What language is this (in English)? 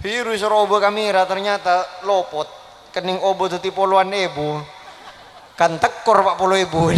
Madurese